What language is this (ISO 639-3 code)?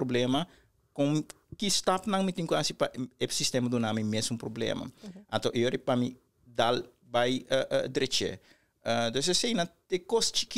pap